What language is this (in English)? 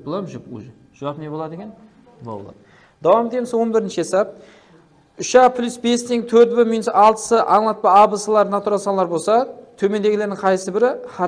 Kara-Kalpak